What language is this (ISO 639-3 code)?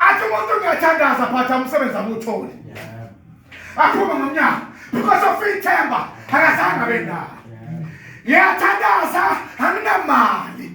zul